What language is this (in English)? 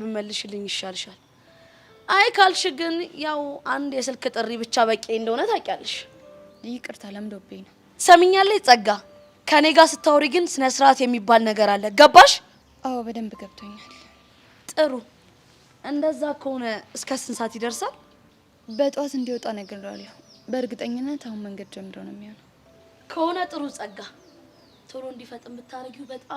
Amharic